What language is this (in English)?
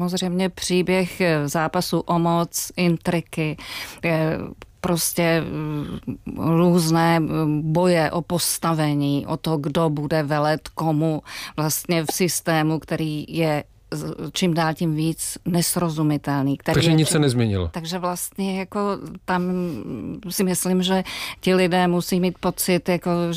Czech